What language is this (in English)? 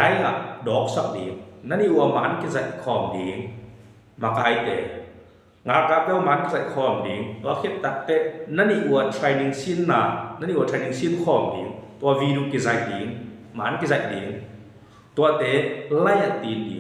Tedim Chin